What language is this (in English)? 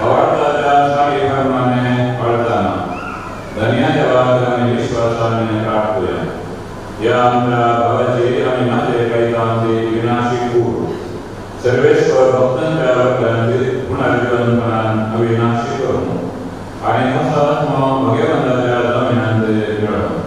Konkani